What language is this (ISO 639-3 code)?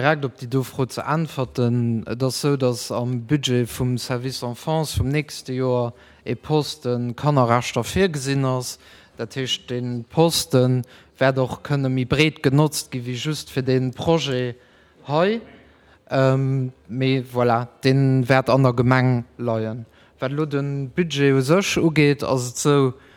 ltz